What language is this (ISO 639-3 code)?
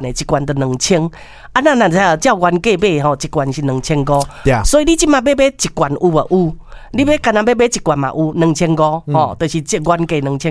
nan